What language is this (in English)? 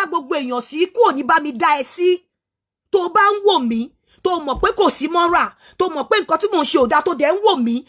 Yoruba